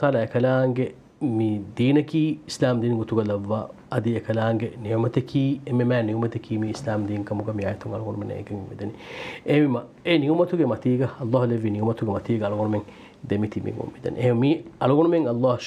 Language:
Divehi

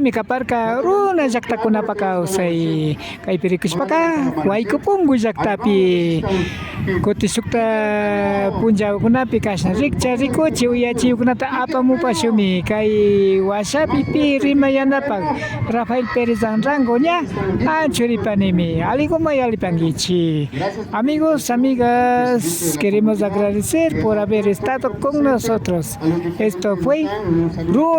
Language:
Imbabura Highland Quichua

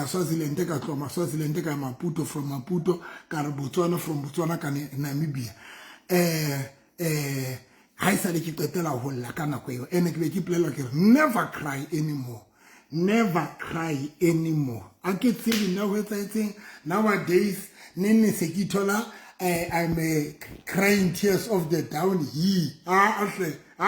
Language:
Southern Sotho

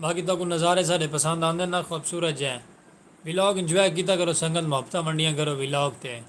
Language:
Saraiki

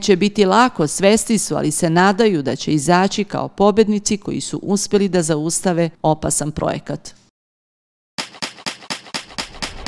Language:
Serbian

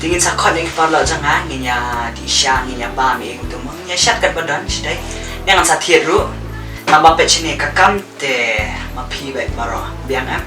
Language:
Khasi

